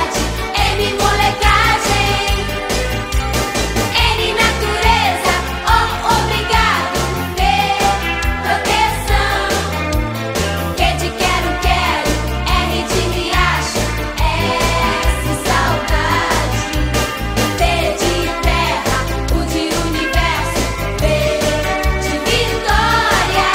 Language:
Portuguese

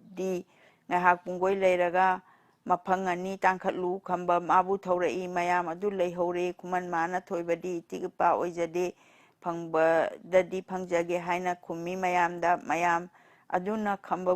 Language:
Manipuri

